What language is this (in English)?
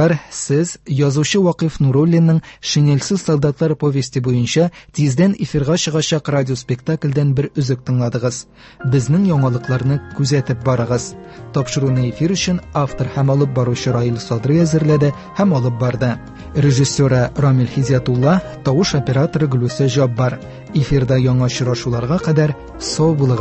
Tatar